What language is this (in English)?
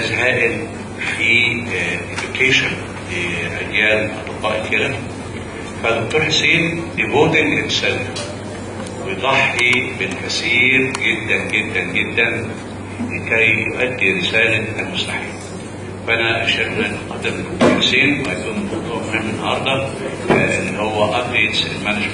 Egyptian Arabic